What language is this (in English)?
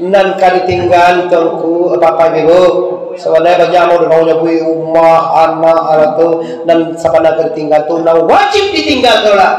Minangkabau